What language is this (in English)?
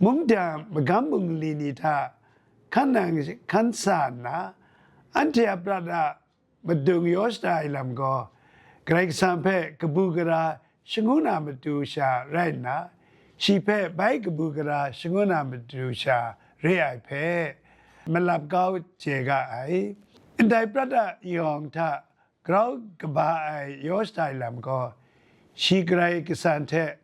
Kachin